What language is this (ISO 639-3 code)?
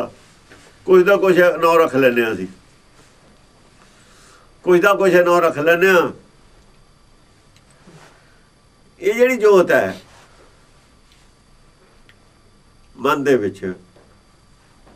pan